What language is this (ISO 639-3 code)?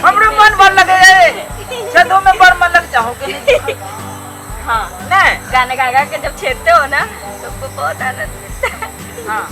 mai